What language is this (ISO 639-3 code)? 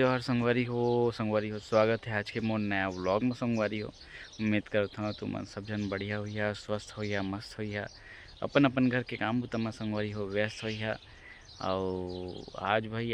hne